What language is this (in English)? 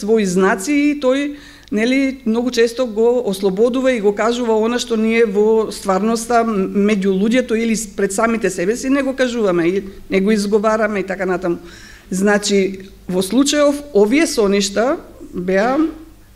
Macedonian